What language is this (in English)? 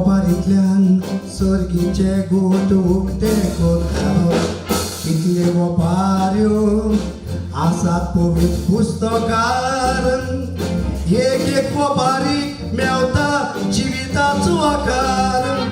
Konkani